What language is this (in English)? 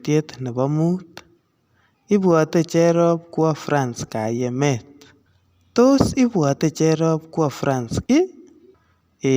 Kalenjin